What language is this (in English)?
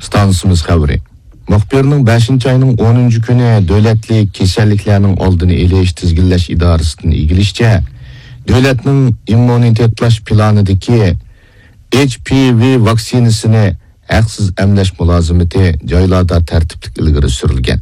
Uyghur